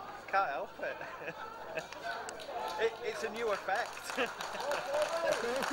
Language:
English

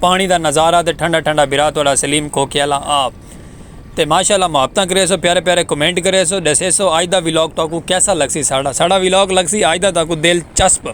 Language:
Saraiki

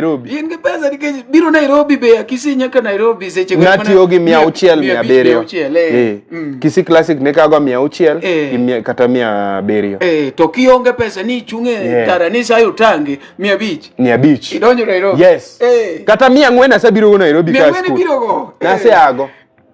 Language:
Luo (Kenya and Tanzania)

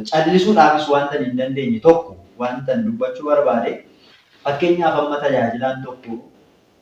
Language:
Oromo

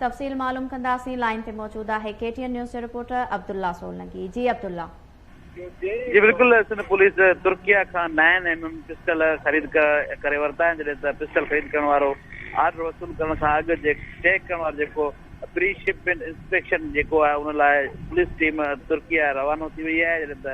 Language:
Sindhi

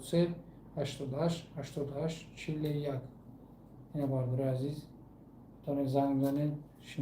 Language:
Tajik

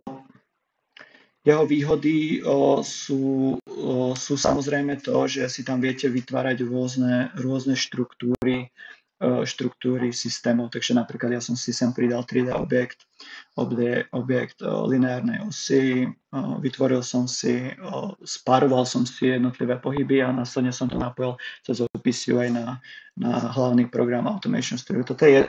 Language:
Slovak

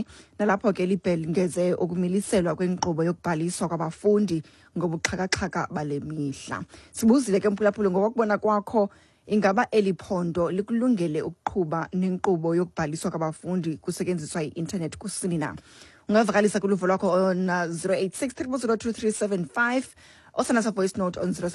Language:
Xhosa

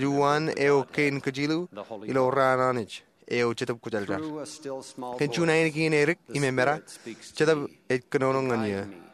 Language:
Marshallese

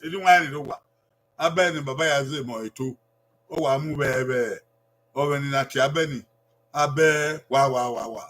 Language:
Bini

